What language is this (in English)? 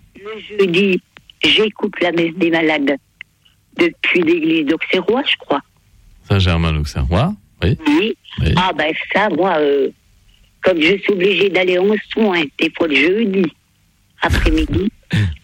French